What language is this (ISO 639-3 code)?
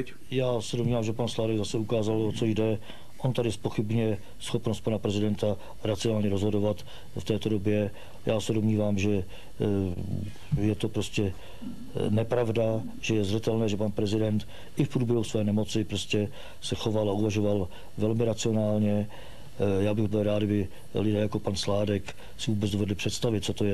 ces